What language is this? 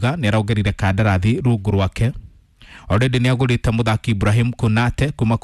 Kikuyu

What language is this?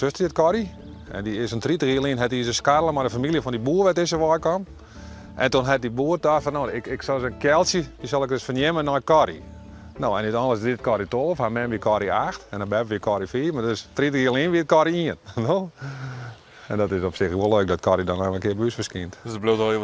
Western Frisian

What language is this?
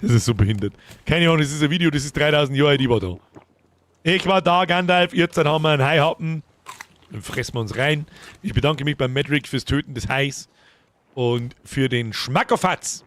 Bavarian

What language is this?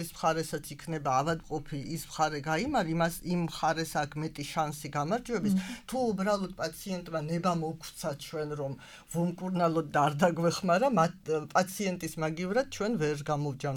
Georgian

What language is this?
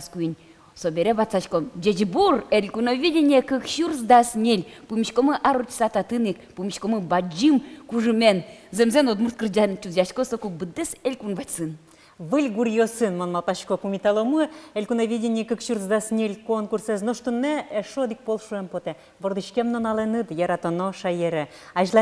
Udmurt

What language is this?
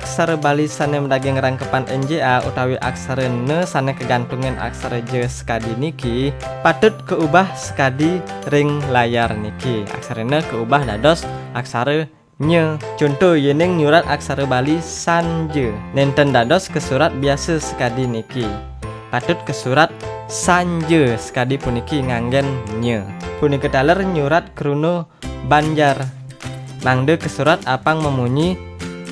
Balinese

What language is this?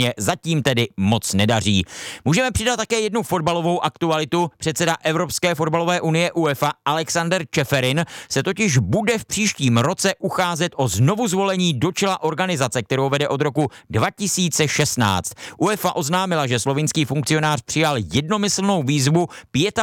Czech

